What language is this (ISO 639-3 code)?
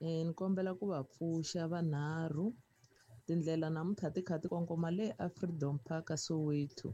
tso